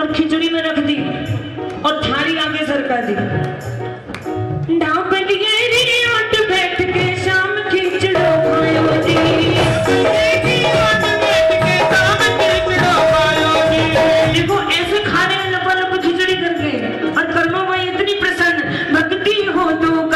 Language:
Hindi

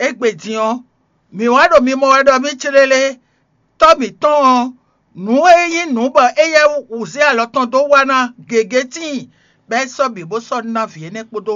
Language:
Fon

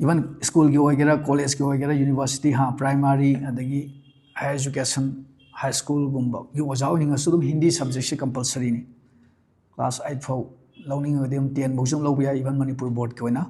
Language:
Manipuri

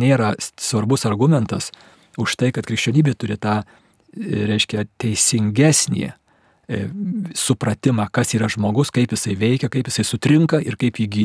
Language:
Lithuanian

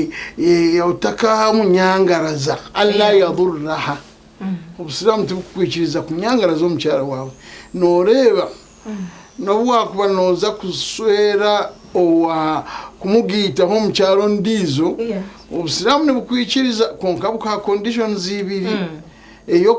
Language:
Nyankole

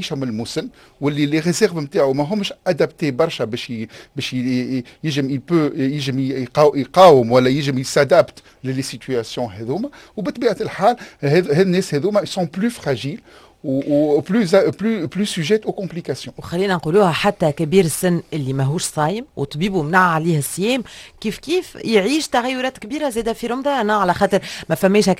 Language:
Tunisian Arabic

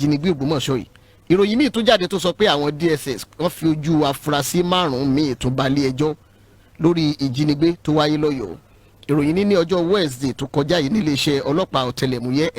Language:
Yoruba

